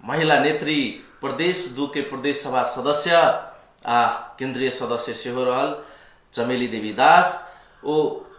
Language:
Maithili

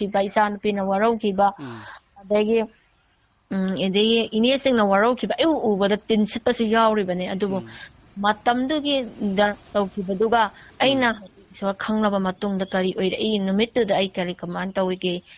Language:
Manipuri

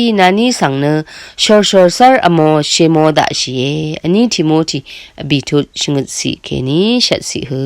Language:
Rawang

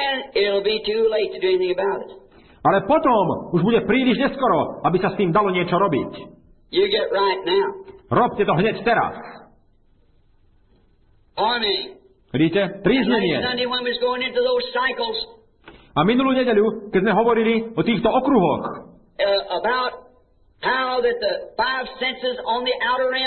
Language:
Slovak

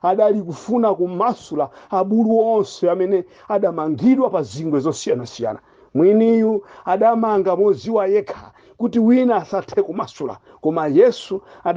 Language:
Nyanja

